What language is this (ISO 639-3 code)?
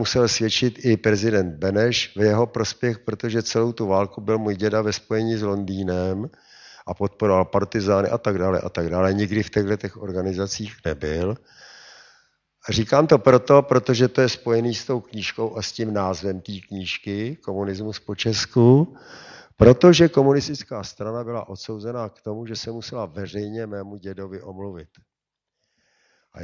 ces